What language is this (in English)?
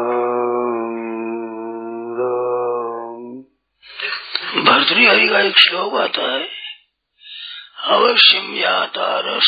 Hindi